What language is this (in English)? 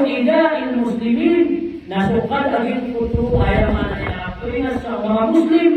Maranao